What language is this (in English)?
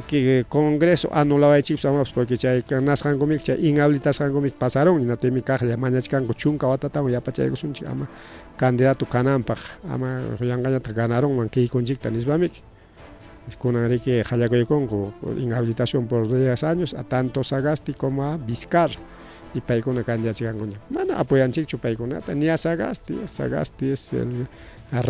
Ayacucho Quechua